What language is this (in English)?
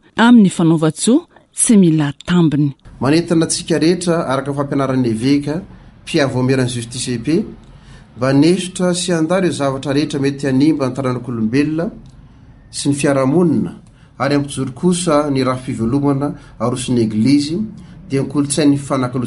Malagasy